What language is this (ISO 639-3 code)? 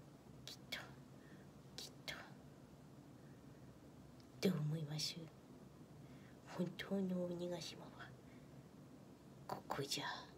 jpn